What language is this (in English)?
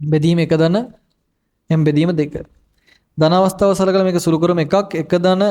Sinhala